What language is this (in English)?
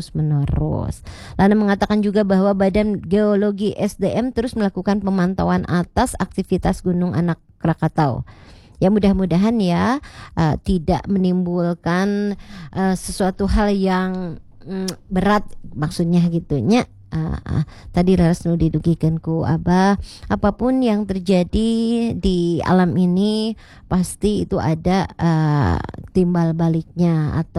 Indonesian